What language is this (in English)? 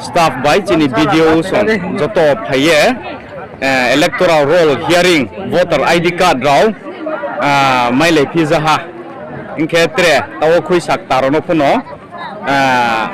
Riang (India)